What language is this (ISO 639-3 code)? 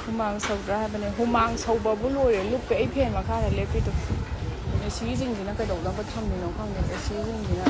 mni